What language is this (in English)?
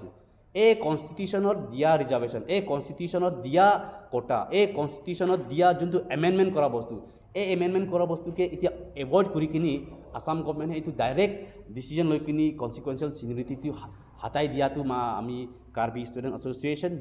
Karbi